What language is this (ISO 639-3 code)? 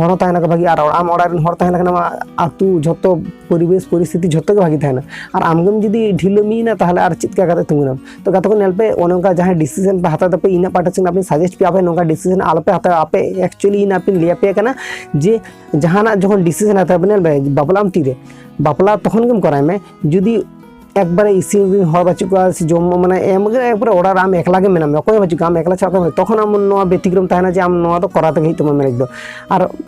sat